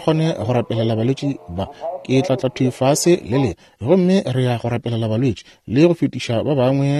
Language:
Northern Sotho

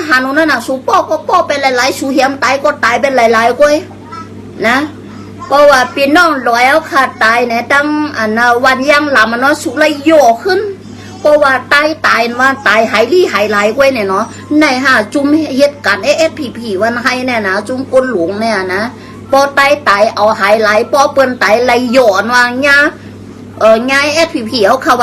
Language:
Shan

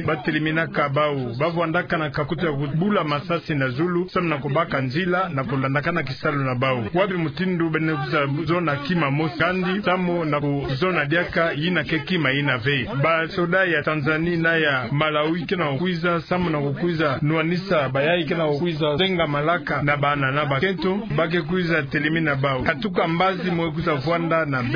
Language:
Kituba (Democratic Republic of Congo)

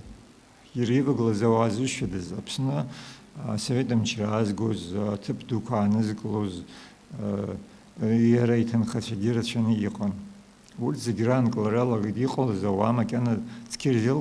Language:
Abkhazian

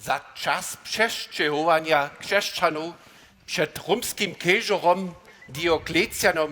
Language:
Upper Sorbian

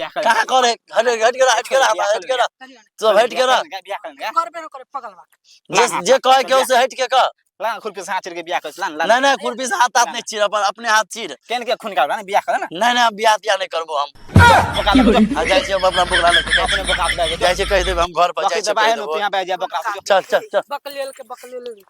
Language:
Maithili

